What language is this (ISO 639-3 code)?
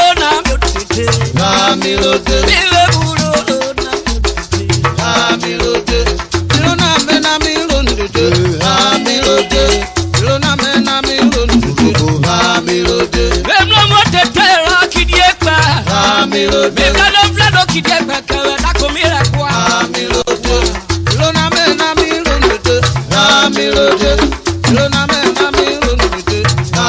urh